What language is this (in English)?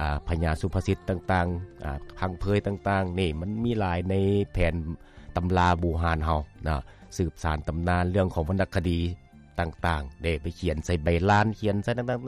Lao